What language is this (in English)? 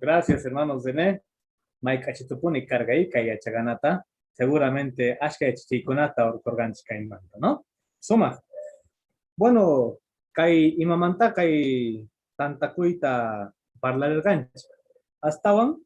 Quechua